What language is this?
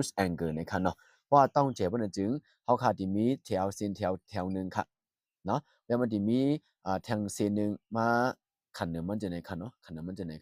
Shan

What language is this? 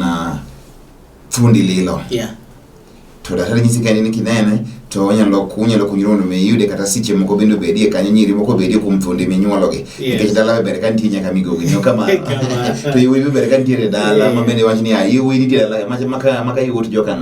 Luo (Kenya and Tanzania)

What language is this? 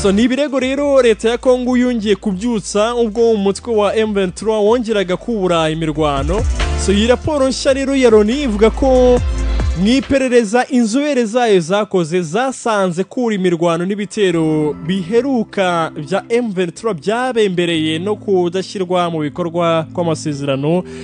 Kinyarwanda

